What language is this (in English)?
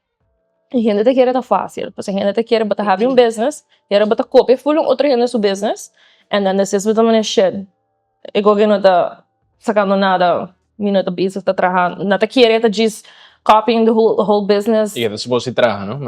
Papiamento